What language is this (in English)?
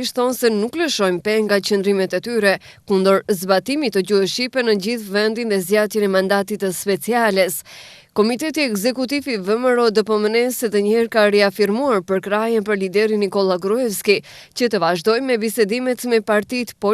Albanian